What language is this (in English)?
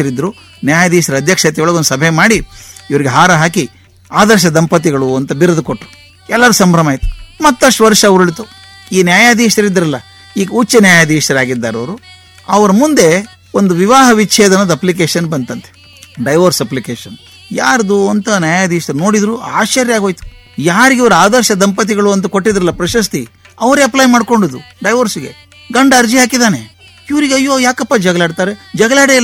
Kannada